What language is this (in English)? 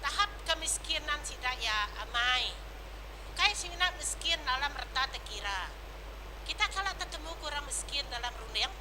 Iban